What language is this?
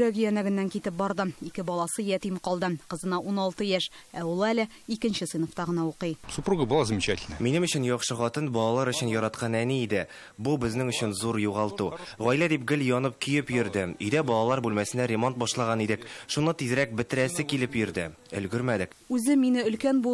Tatar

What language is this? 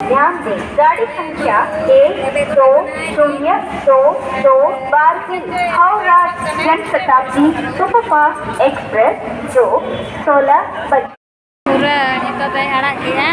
Santali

